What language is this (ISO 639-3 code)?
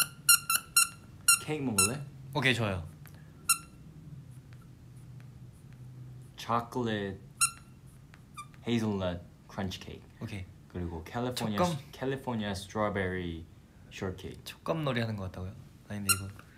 kor